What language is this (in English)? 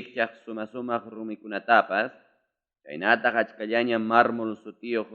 Ayacucho Quechua